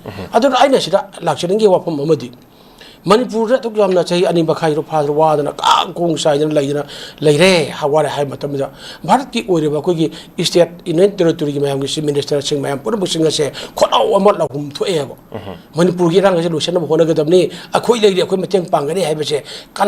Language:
Manipuri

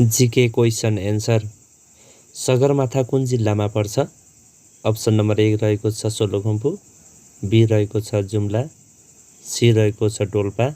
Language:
Nepali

